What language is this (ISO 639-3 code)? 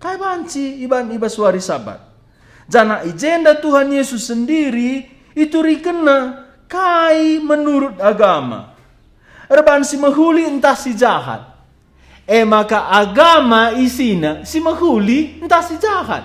btx